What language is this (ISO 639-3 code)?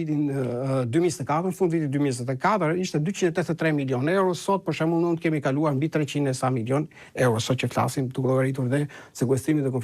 sqi